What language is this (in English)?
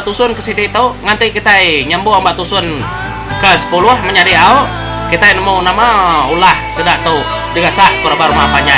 Iban